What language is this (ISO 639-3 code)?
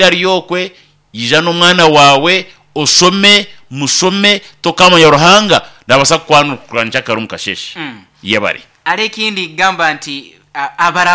nyn